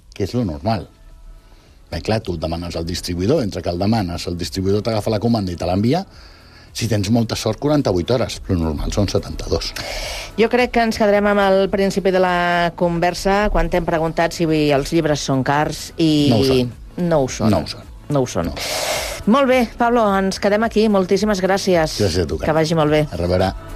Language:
Catalan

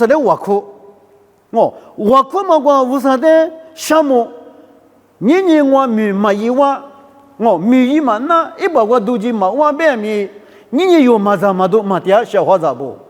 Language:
Lisu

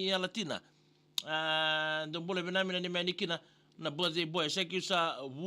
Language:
Fijian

